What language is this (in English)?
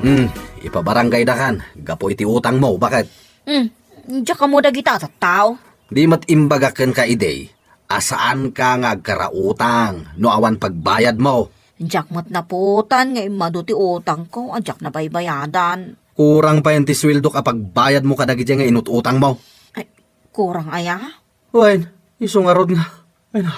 Iloko